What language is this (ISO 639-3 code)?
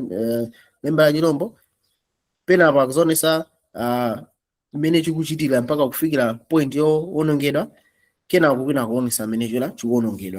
nya